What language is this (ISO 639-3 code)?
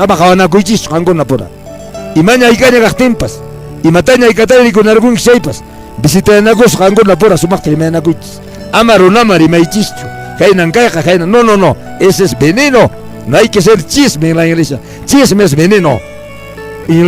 que